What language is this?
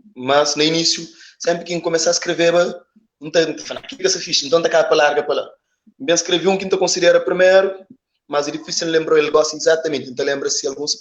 Kabuverdianu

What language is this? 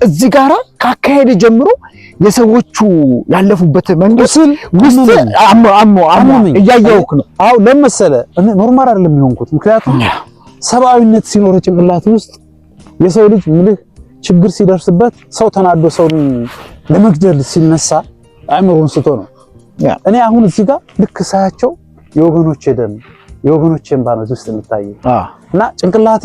Amharic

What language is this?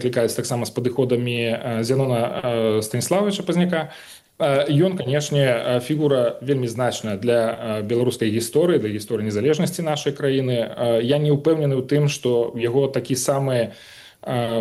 Belarusian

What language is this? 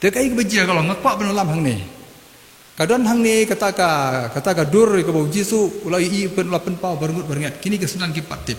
Khasi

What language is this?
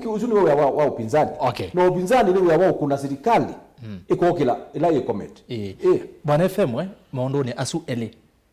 Kamba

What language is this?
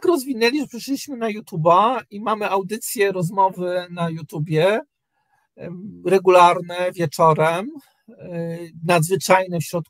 Polish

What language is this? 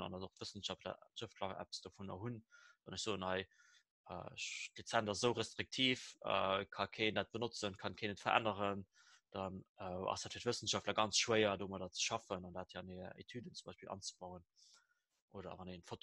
Luxembourgish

